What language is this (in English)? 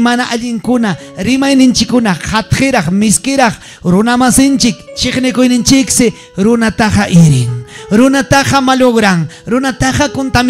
Ayacucho Quechua